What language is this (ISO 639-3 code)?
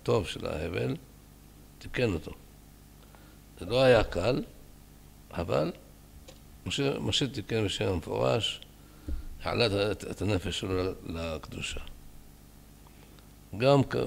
heb